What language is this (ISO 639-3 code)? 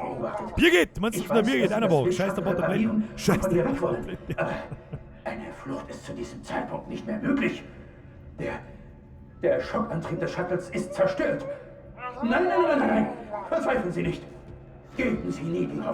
bar